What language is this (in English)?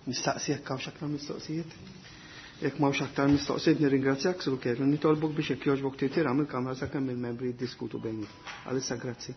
Maltese